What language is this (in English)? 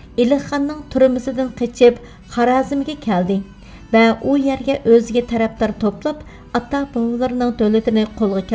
Uyghur